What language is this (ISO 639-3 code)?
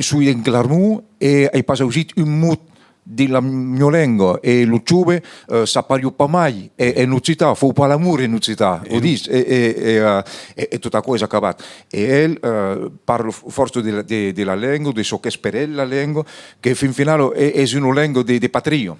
oci